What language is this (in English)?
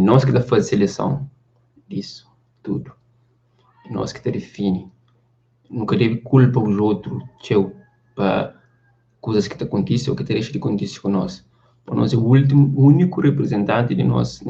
Kabuverdianu